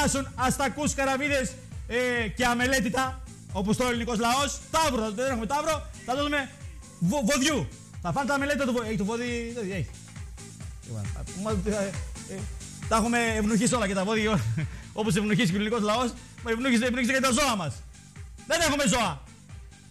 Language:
Greek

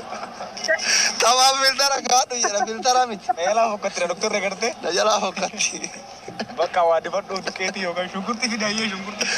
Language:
Oromo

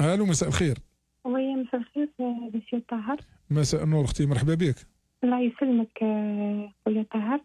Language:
Algerian Arabic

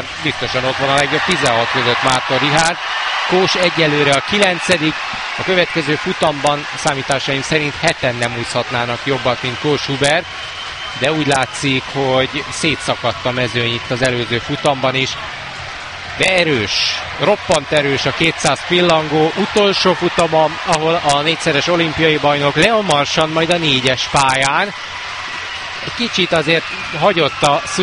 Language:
Hungarian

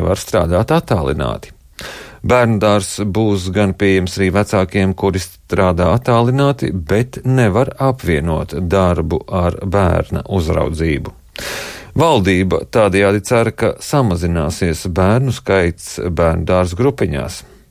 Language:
Latvian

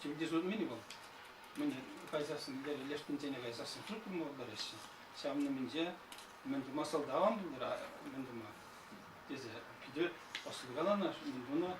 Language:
Chuvash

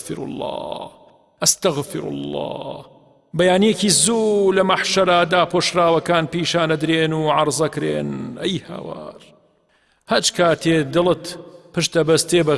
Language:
Central Kurdish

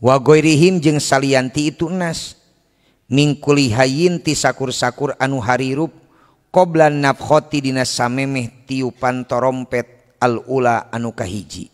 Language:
Sundanese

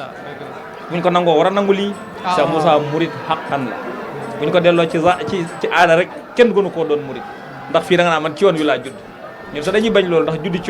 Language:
Wolof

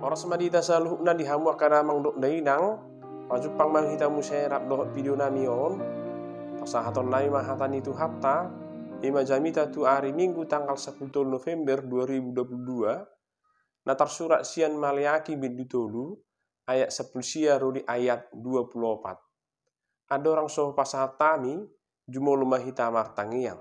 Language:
Batak Toba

